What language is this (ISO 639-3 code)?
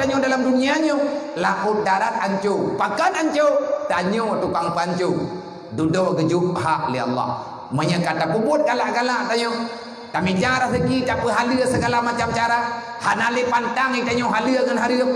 ace